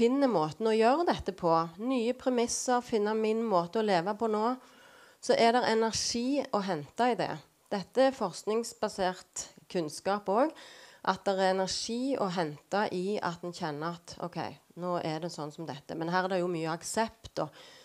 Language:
Norwegian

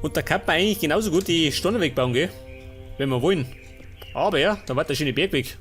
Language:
Bavarian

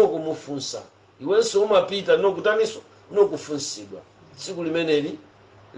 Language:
Nyanja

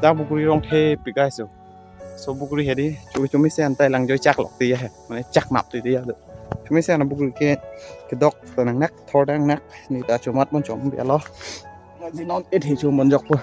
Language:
Karbi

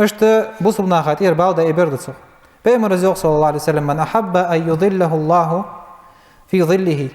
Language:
Ingush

